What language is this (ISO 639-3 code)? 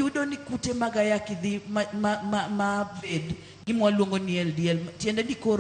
luo